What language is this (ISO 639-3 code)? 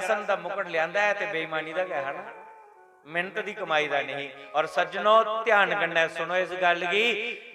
doi